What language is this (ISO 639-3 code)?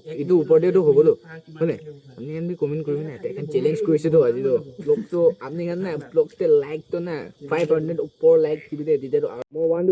nag